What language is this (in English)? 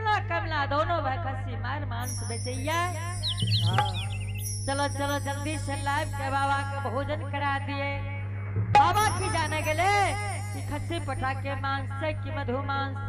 Angika